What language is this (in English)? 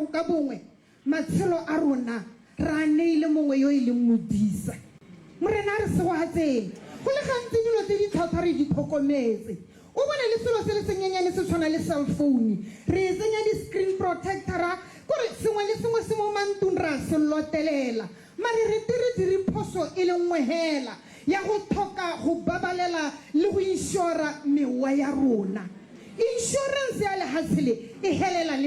Tswana